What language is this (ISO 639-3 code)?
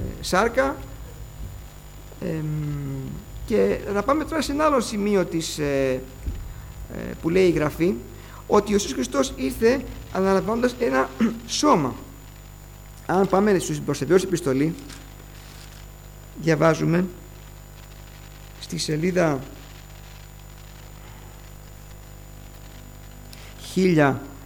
ell